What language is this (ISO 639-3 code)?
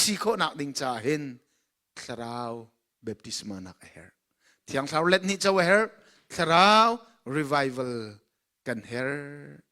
cnh